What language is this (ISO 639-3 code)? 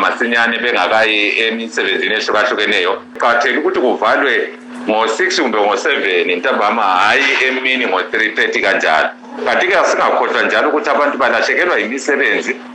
nde